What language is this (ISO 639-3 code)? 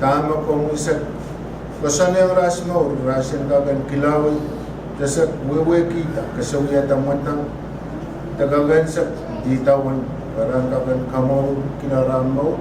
pon